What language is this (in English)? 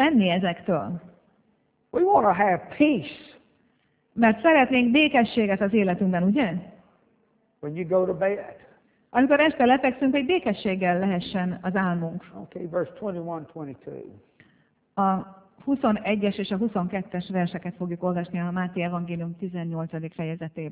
Hungarian